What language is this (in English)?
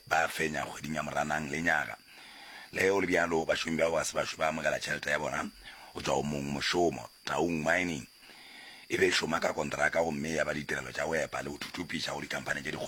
Northern Sotho